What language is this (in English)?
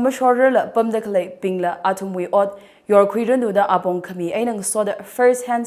Tangkhul Naga (India)